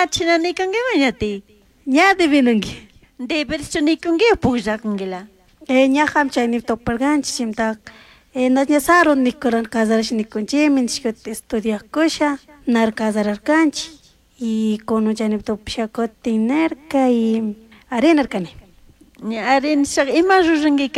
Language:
Chimborazo Highland Quichua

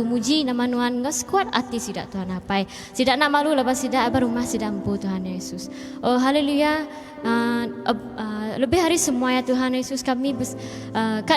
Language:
Iban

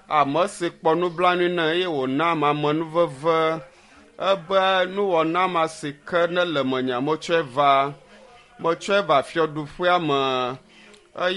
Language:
Ewe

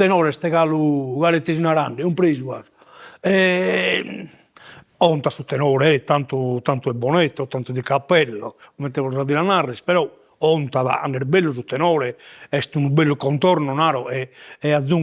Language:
Sardinian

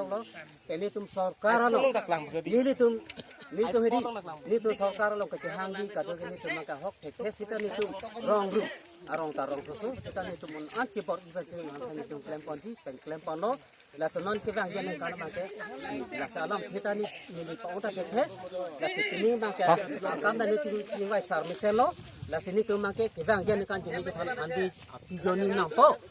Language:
Karbi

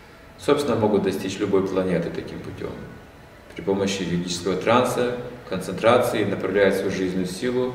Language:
Russian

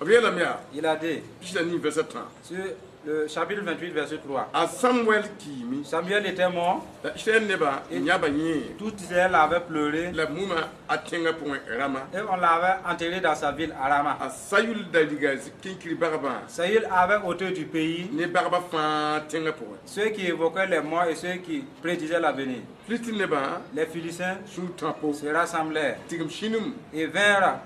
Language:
Mossi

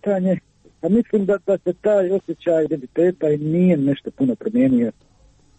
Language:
Croatian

